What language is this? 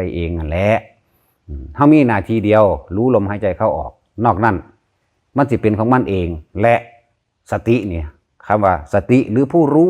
Lao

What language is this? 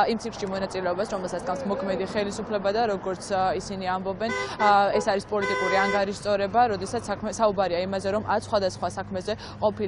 Georgian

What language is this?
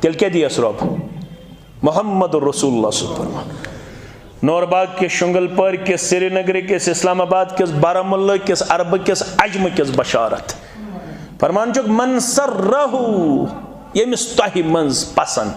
Kashmiri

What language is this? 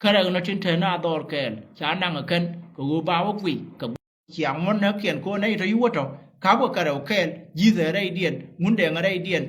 Nuer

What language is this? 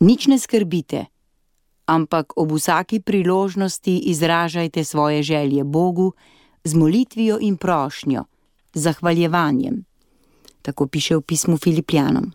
Slovenian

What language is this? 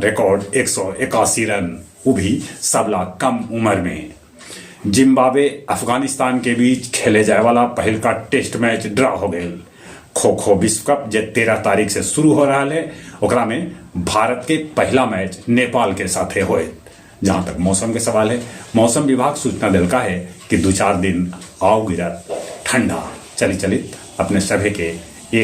Magahi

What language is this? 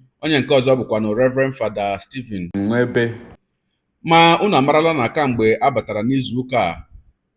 Igbo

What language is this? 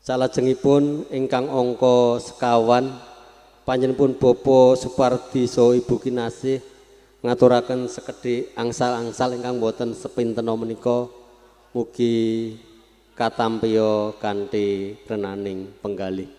Javanese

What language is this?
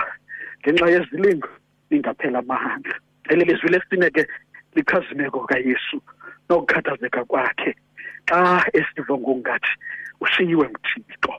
Xhosa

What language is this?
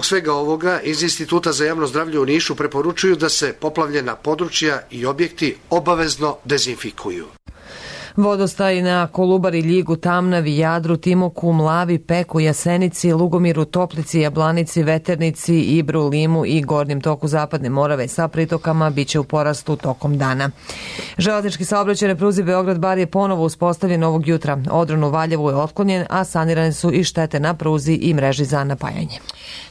Serbian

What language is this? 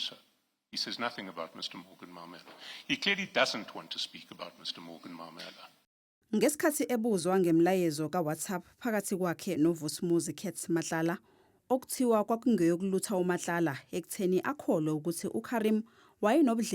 Zulu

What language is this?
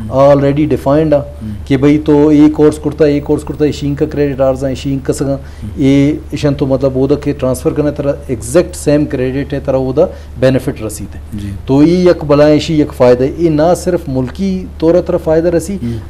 Eastern Balochi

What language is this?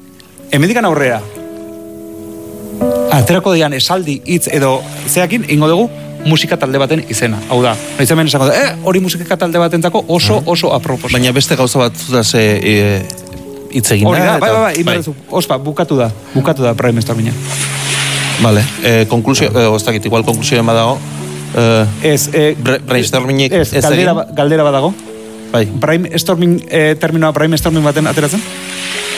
Basque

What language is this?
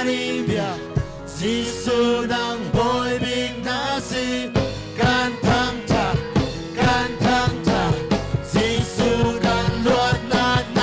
Hakha Chin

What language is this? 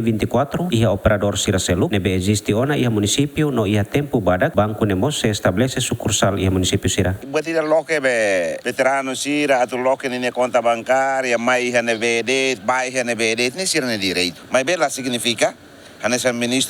Tetum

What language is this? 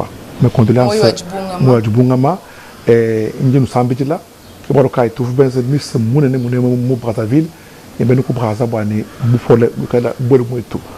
Luba-Lulua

